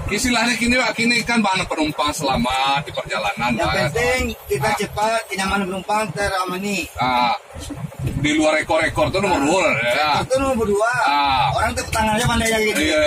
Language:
Minangkabau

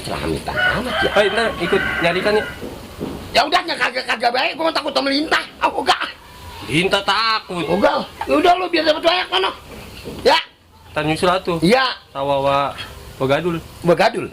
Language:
Betawi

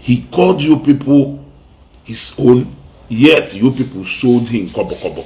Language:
Igbo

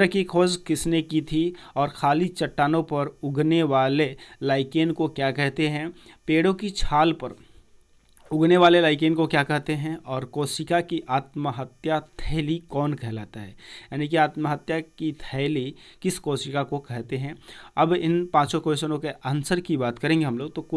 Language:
Hindi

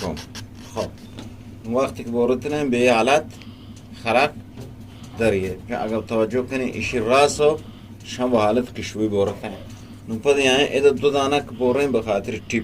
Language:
Eastern Balochi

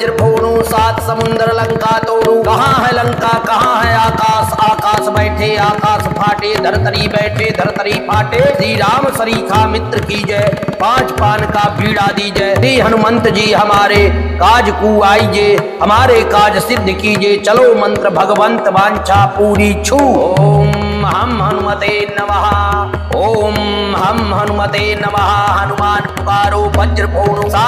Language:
Hindi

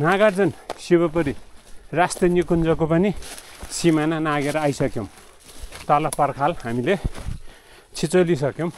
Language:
Nepali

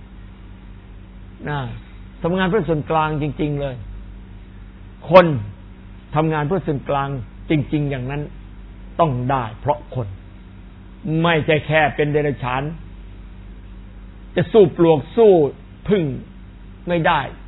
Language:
Thai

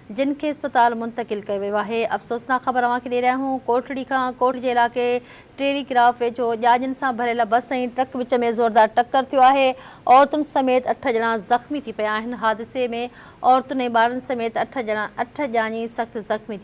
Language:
Sindhi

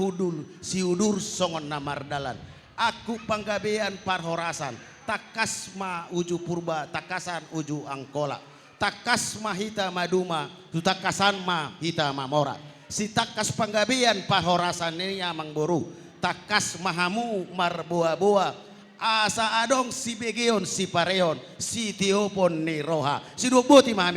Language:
Batak Toba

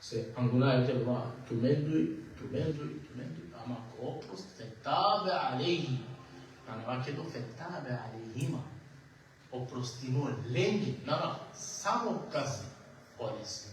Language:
Balkan Romani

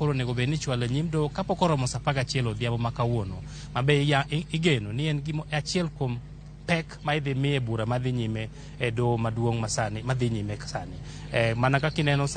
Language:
Luo (Kenya and Tanzania)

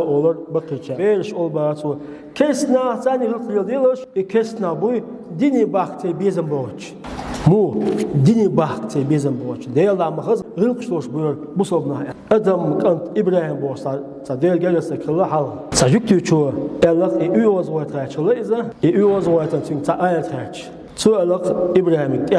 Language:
Chechen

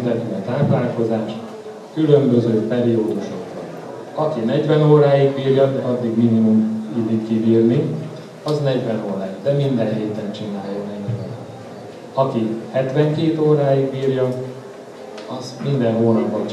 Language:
Hungarian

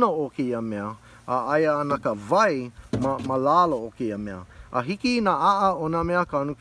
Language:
Hawaiian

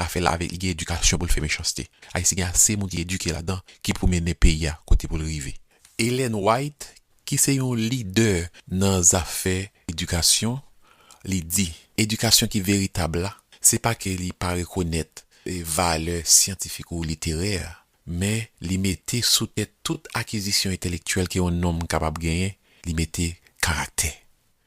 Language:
Haitian Creole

